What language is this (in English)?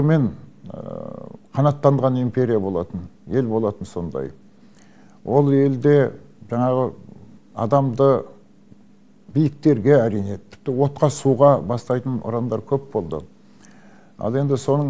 Kazakh